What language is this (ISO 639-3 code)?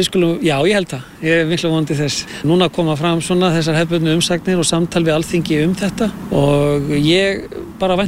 isl